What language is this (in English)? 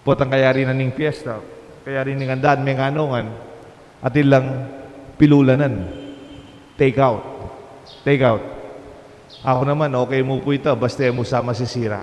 Pampanga